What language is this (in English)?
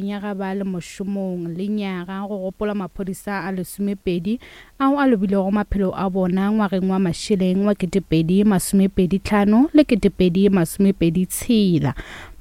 Northern Sotho